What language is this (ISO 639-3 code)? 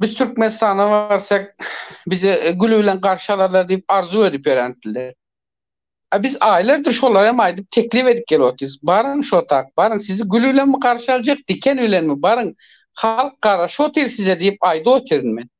tuk